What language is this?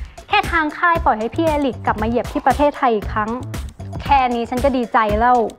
Thai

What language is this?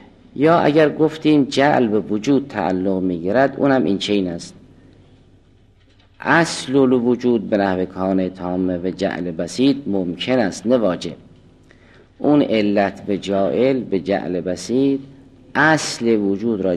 Persian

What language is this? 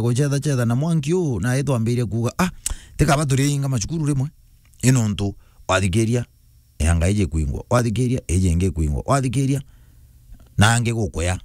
Meru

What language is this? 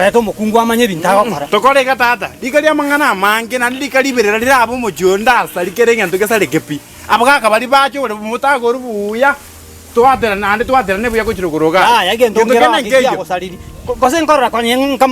Gusii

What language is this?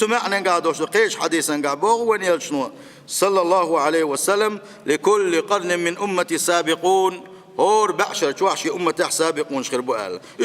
Chechen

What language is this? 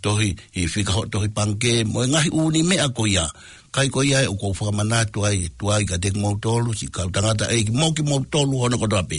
Tongan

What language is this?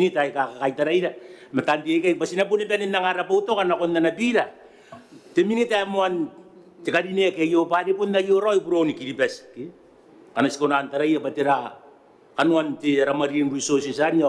Gilbertese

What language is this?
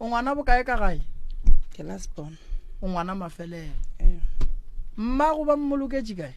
Northern Sotho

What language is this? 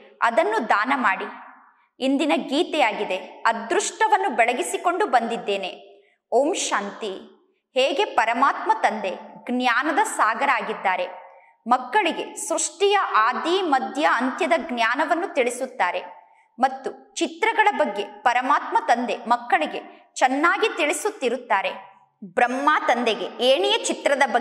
Kannada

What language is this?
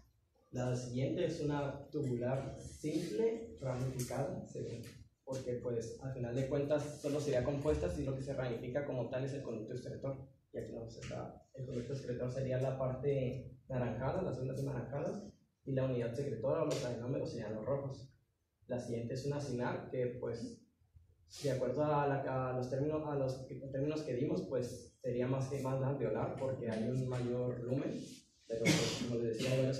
Spanish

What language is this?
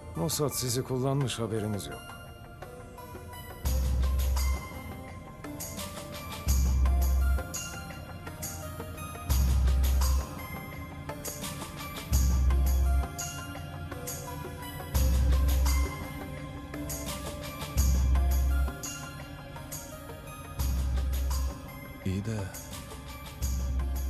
Turkish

